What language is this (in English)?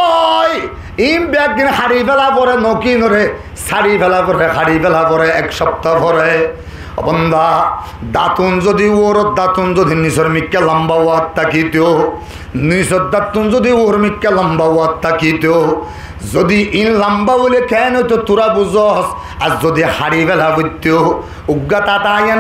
Rohingya